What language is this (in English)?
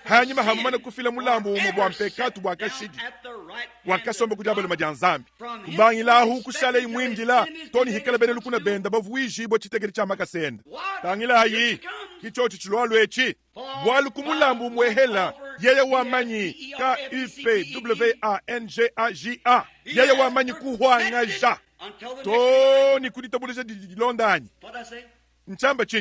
Luba-Lulua